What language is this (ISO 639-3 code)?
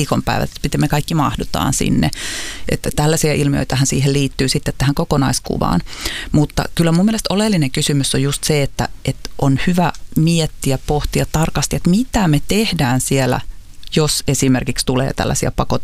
fin